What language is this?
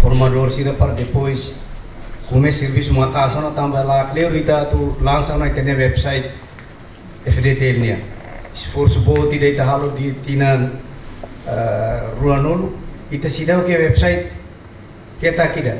Tetum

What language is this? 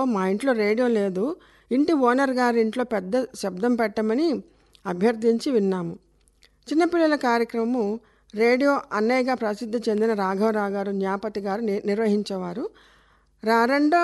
Telugu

